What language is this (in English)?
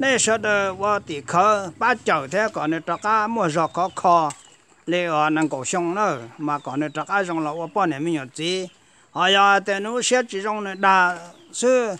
Hmong